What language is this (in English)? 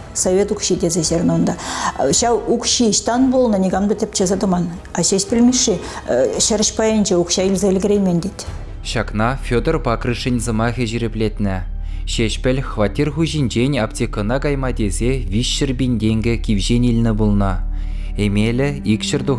Chuvash